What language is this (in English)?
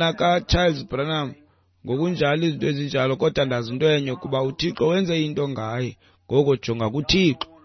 Xhosa